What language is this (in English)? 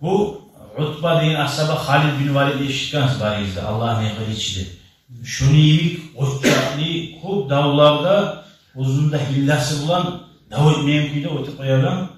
Kumyk